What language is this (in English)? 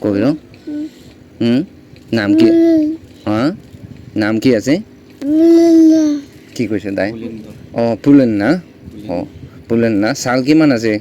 Naga Pidgin